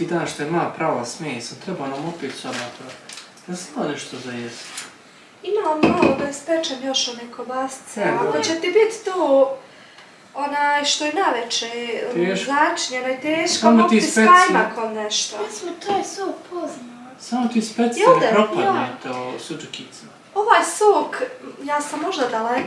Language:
Bosnian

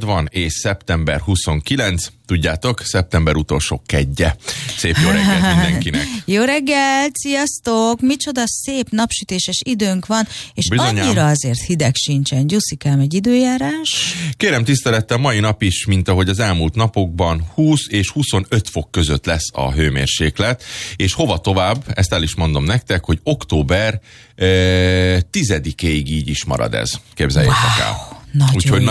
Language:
Hungarian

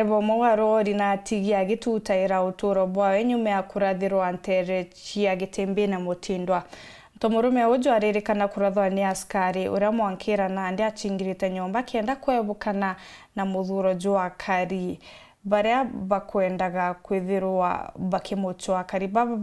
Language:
Meru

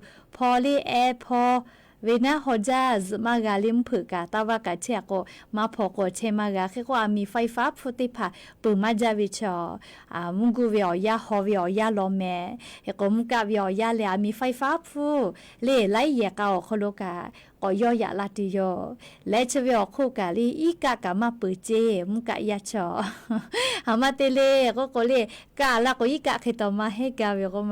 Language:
Lahu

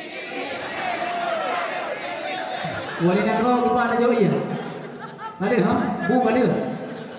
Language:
Malay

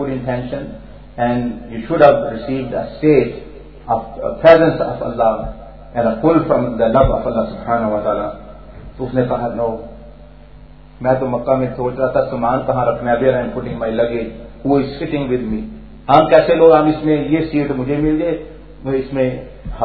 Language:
Urdu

